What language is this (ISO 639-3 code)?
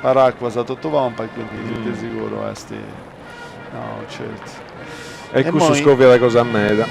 srd